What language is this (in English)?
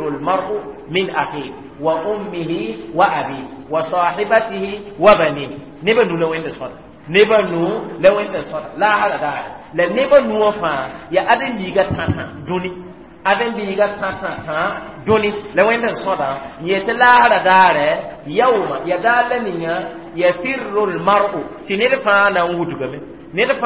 Mossi